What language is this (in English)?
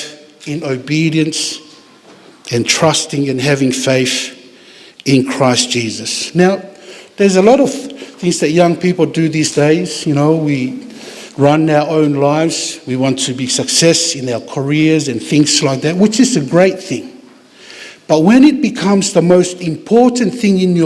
Tongan